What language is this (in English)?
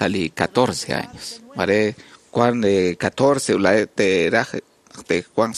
Kekchí